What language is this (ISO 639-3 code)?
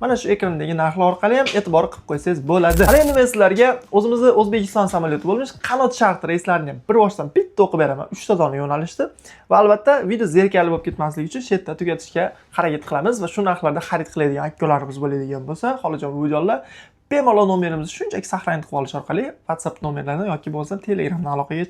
uzb